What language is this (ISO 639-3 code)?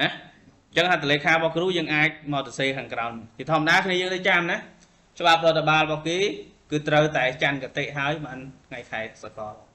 khm